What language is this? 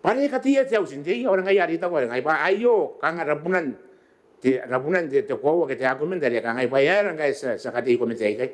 Gilbertese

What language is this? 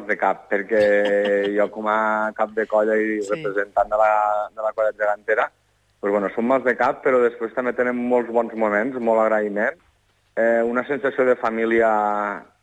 Catalan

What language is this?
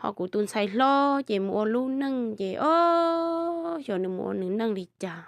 Hmong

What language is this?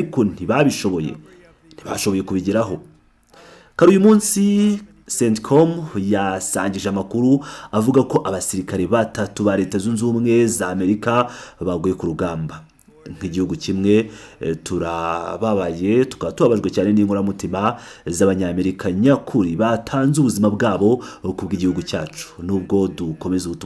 Kinyarwanda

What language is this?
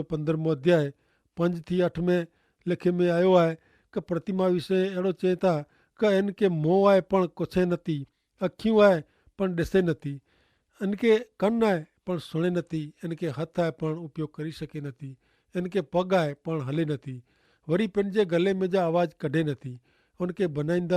Kachhi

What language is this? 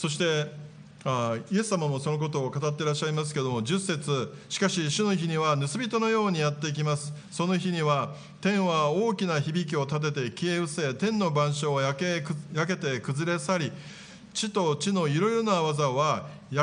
Japanese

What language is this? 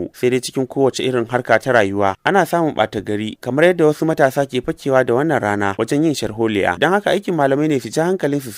Hausa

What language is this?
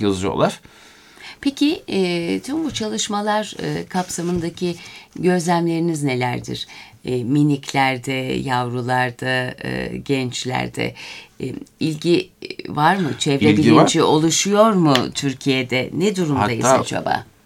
Turkish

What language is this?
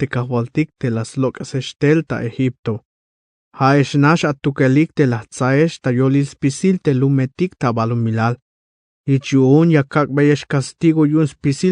Tzeltal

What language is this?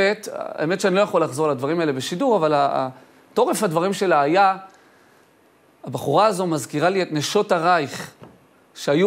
Hebrew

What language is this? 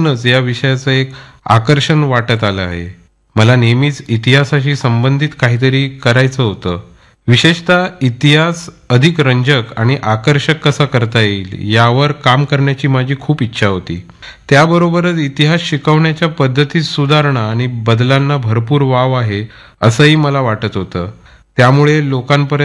Marathi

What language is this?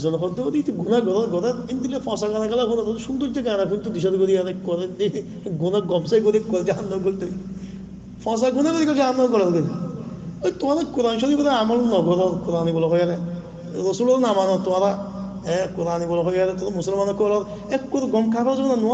Rohingya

